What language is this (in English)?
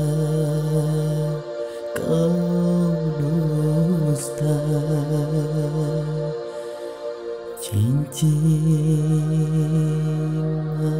Malay